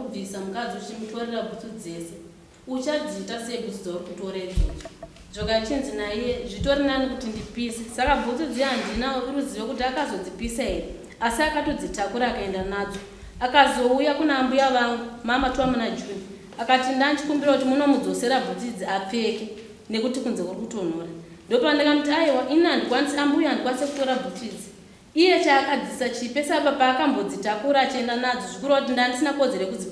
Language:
Shona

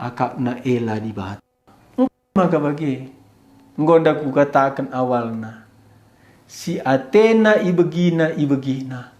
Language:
Batak Karo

